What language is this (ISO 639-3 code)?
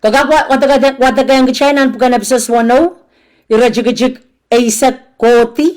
pon